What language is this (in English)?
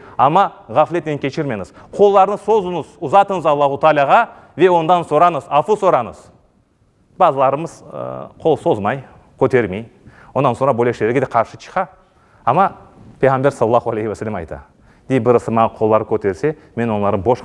Crimean Tatar